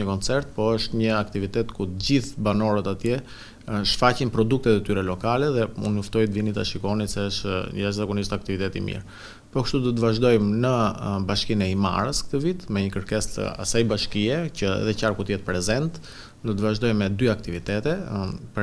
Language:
Albanian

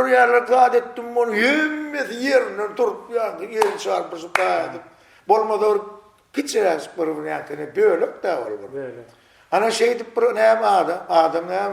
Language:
Turkmen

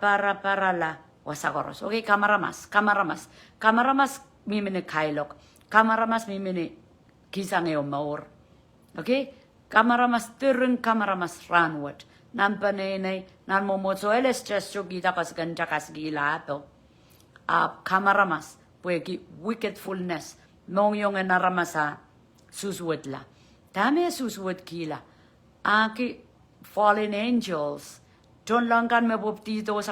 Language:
Pohnpeian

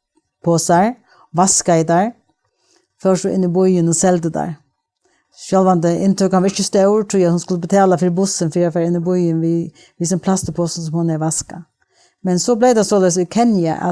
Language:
Faroese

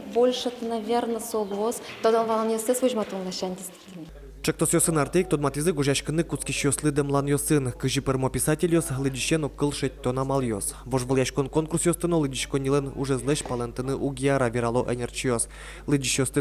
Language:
Udmurt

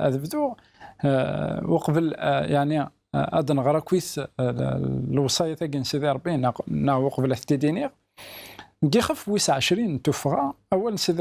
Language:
Kabyle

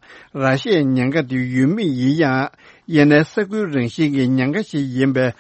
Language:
Tibetan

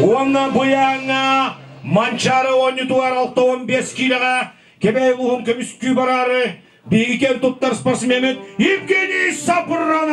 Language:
Yakut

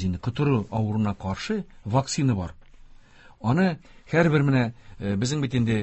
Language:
Tatar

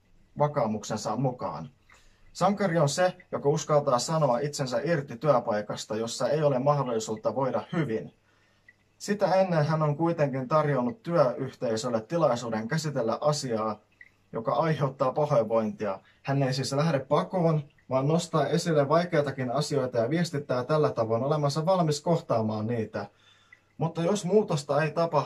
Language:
Finnish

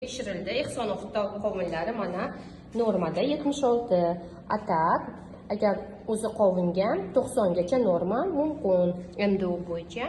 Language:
Uzbek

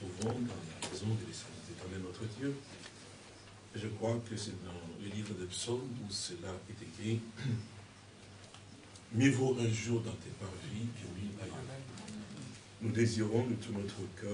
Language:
French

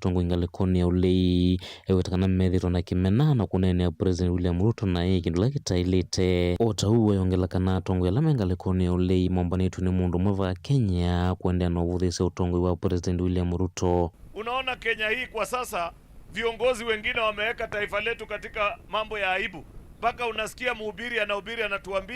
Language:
Kamba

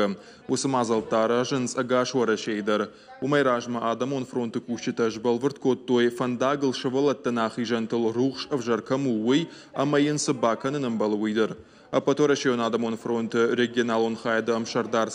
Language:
Ossetic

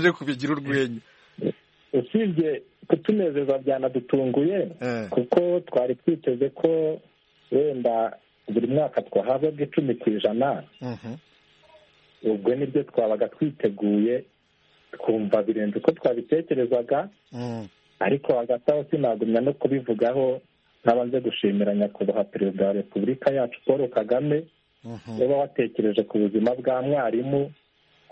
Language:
Kinyarwanda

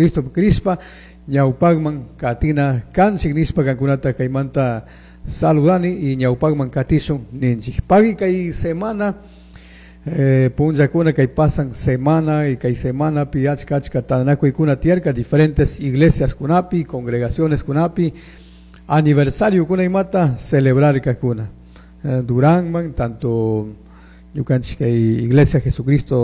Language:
Chimborazo Highland Quichua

